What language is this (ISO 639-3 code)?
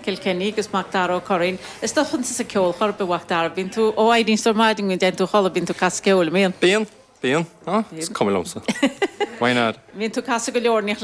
gle